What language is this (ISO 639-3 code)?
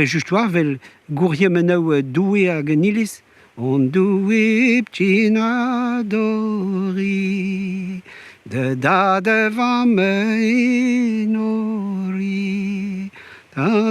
bre